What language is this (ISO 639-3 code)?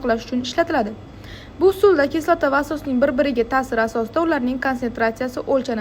uzb